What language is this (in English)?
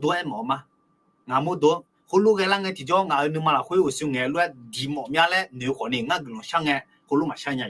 Akha